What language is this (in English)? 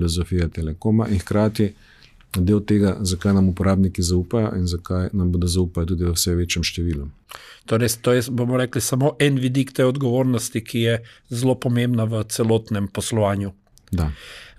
Slovenian